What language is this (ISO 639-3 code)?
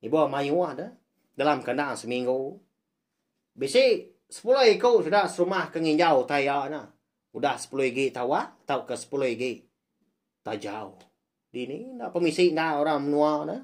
iba